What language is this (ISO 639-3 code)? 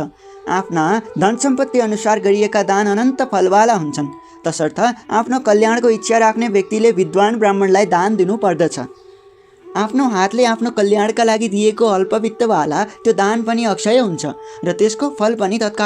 nep